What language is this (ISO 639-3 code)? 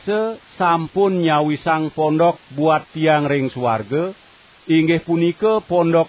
ban